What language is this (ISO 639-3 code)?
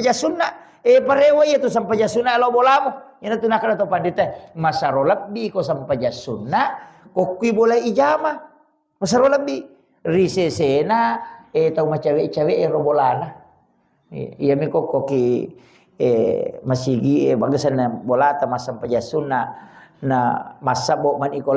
bug